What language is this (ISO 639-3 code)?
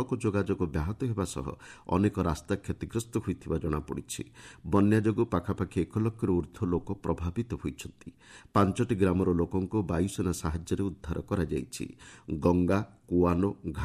ori